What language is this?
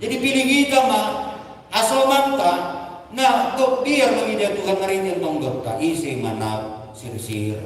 Batak Simalungun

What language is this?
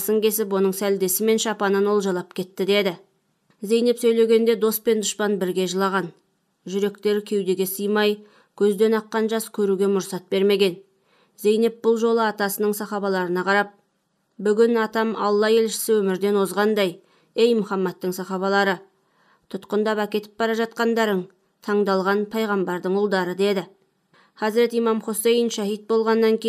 Kazakh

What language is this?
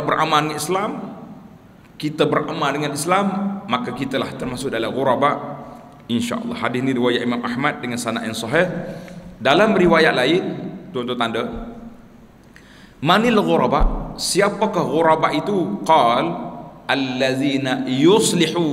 Malay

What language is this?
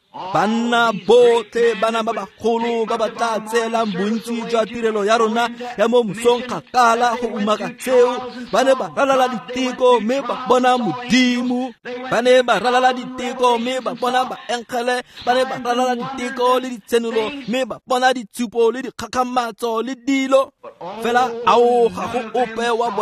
Tswana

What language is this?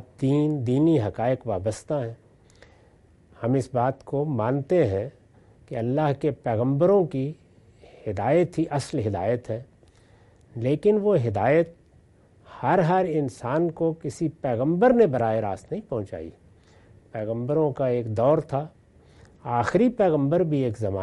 Urdu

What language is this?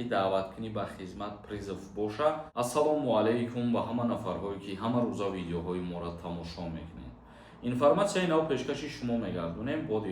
Tajik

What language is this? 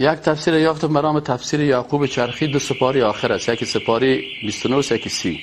Persian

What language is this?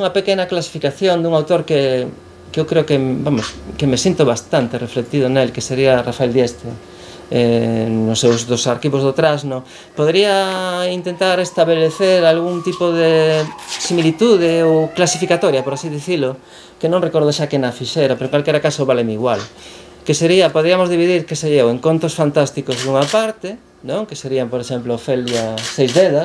Galician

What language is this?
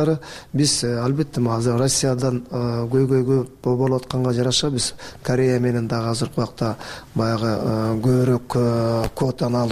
Kyrgyz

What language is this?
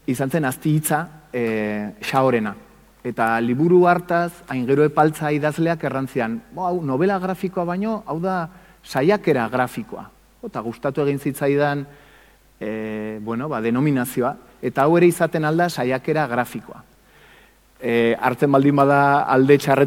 Basque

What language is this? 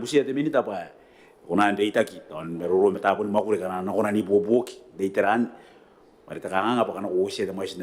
Gilbertese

